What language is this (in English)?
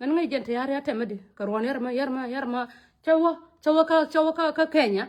Nuer